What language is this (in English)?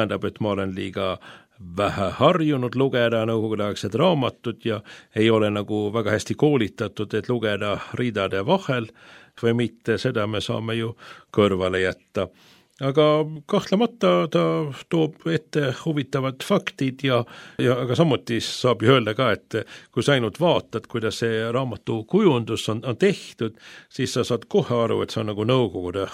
Estonian